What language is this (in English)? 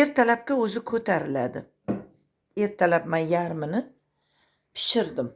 Uzbek